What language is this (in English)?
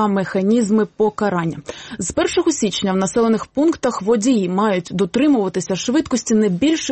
Ukrainian